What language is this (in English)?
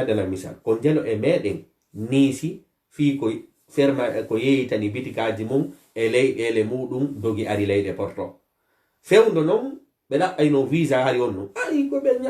Fula